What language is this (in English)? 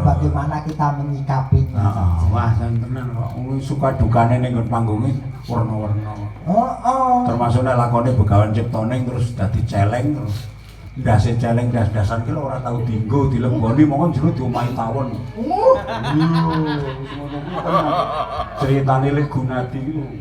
Javanese